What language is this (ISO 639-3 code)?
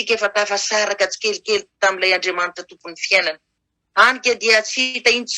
mlg